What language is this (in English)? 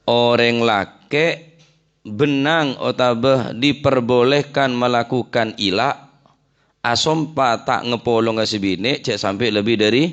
Madurese